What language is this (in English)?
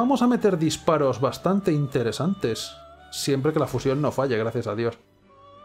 Spanish